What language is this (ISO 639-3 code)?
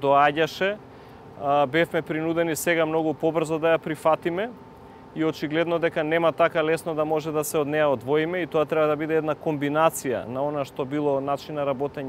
mkd